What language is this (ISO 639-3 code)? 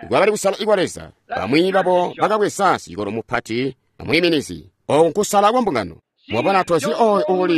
toi